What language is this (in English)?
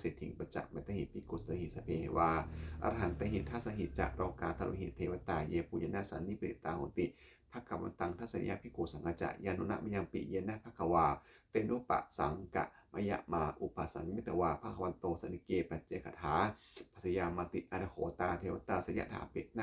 Pali